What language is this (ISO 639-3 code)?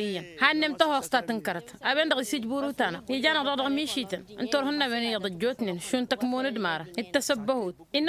taq